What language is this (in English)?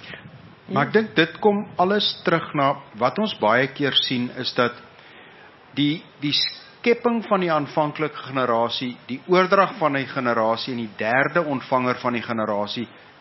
Afrikaans